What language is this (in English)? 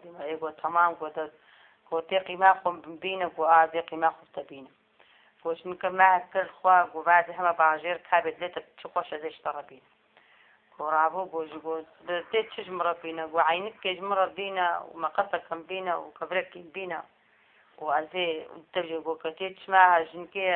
Kurdish